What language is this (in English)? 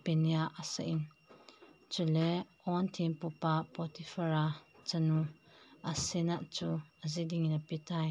Thado Chin